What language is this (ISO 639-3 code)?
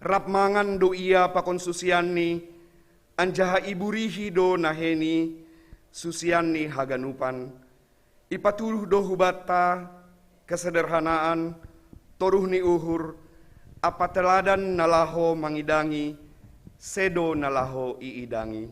bts